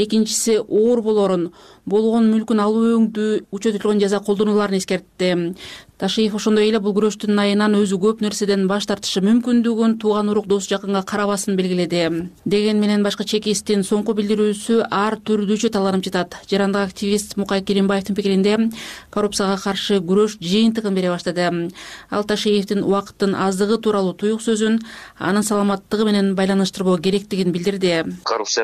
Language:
Kyrgyz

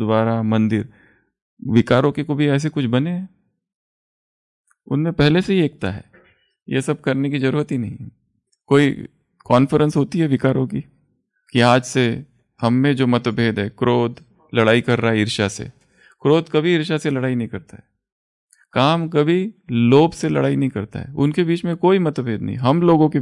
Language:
Hindi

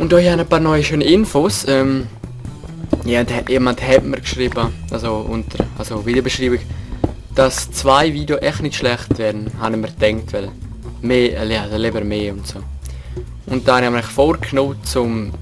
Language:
Swiss German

